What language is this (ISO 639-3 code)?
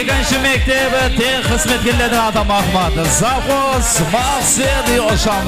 kaa